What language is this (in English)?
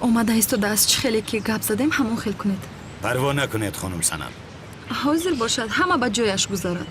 Tajik